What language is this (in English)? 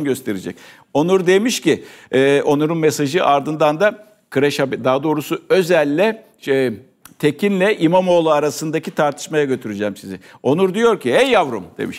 Turkish